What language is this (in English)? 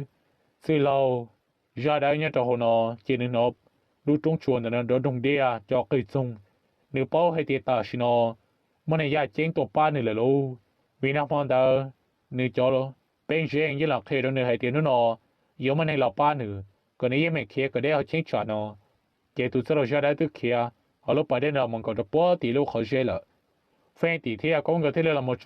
Hmong